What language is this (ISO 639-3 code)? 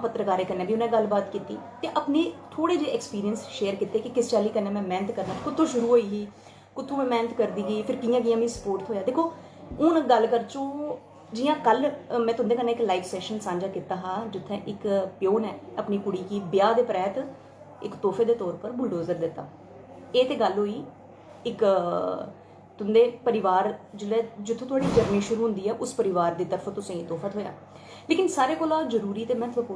doi